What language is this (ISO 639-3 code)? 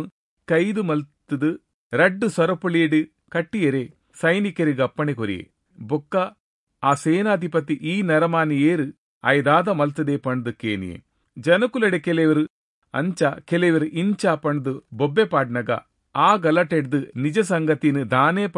tcy